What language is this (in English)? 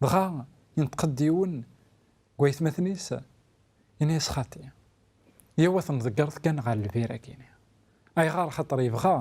Kabyle